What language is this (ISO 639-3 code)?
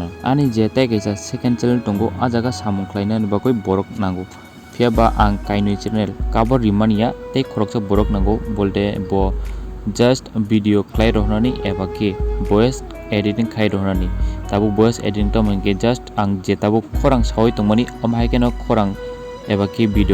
trp